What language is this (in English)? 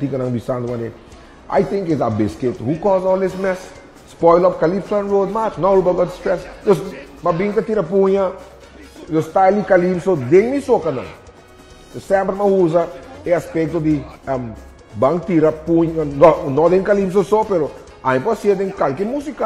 Papiamento